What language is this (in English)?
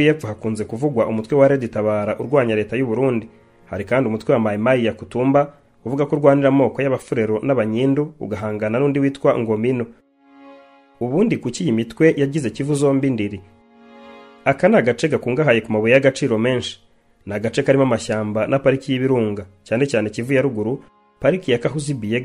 Kinyarwanda